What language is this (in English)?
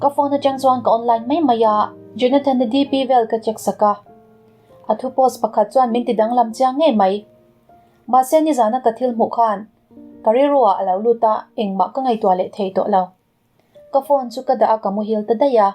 Mizo